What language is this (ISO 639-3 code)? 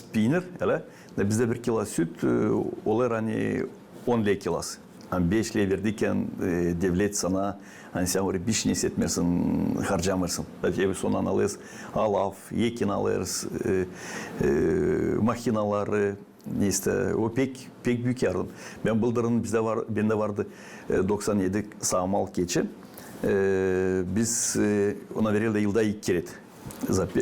gag